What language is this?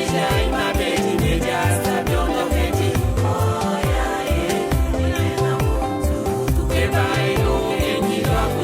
Luba-Lulua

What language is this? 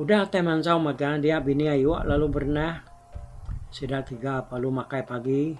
Iban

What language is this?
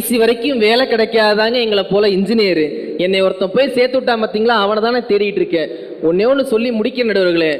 Tamil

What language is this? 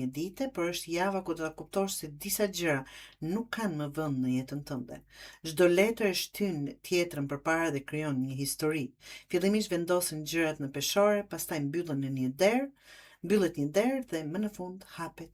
Albanian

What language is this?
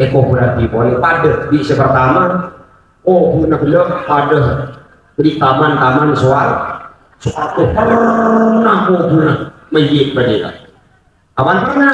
Madurese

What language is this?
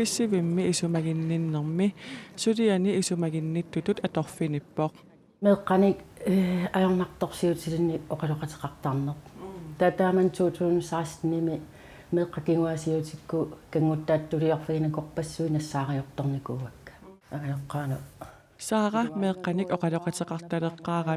Kalaallisut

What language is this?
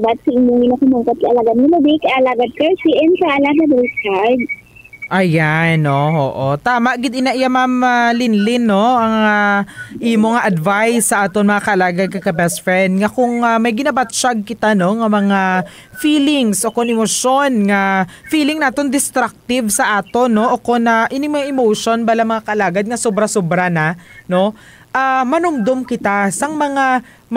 Hiligaynon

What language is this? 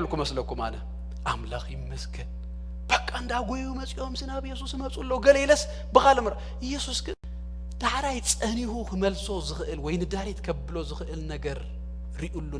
Tigrinya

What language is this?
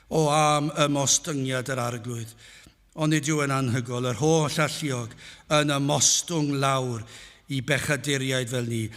Welsh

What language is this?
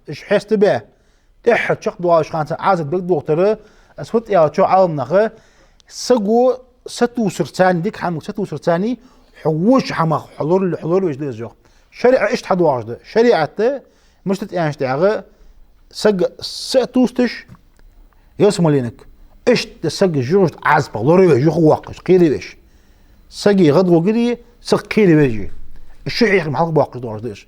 Ingush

